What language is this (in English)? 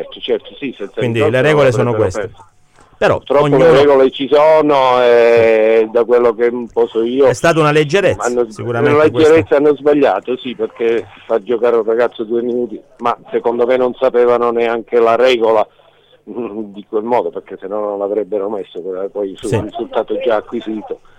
Italian